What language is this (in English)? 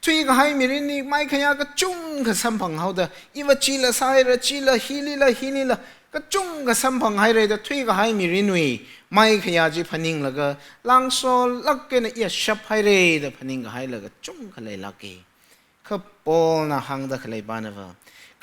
Tangkhul Naga (India)